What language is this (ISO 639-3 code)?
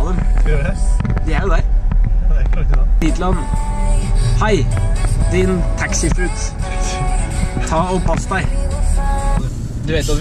nor